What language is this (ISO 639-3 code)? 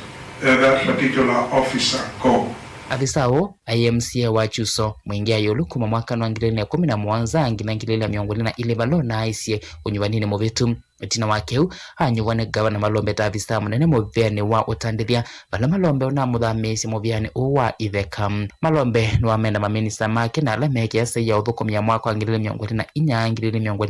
kam